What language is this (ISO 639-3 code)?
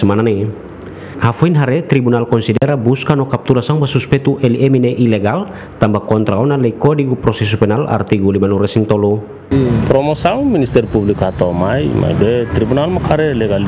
tet